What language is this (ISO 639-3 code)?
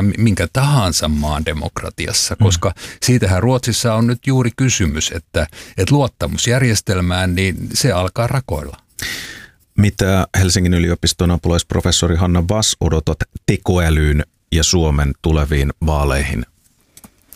fin